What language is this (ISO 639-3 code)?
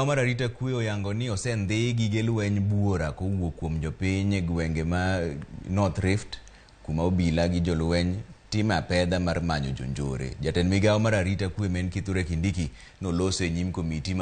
luo